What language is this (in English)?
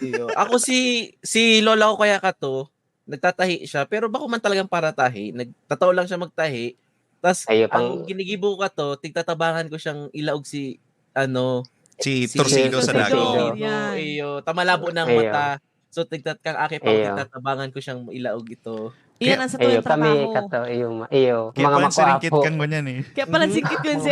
Bikol